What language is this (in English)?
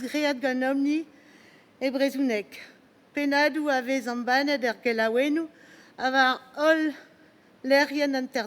Breton